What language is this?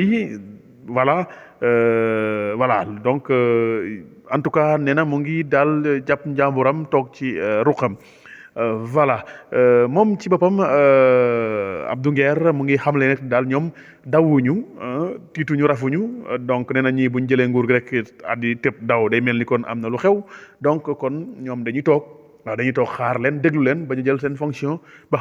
Wolof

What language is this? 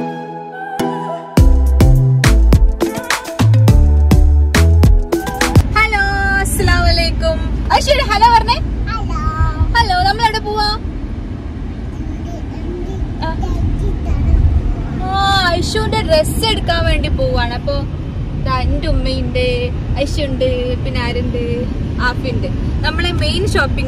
Malayalam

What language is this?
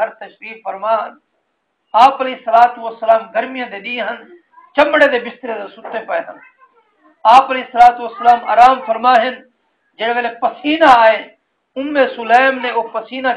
Saraiki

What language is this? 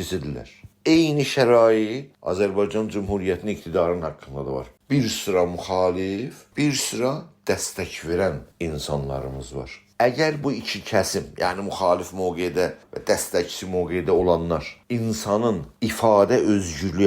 South Azerbaijani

